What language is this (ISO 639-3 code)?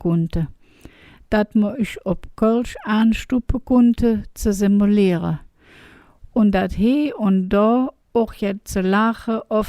ksh